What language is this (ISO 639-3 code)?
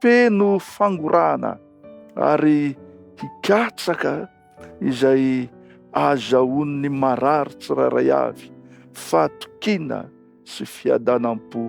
mlg